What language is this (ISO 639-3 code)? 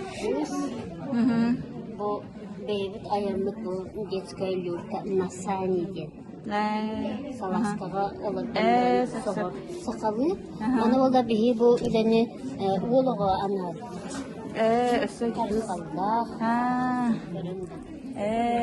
sah